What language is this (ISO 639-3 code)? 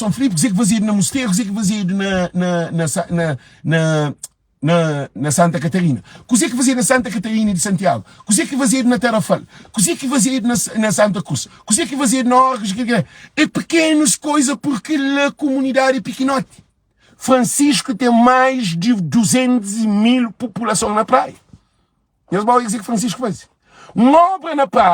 kea